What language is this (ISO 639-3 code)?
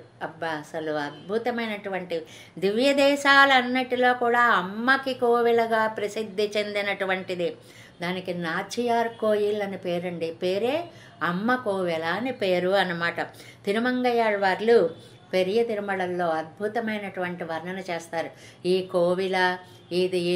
tel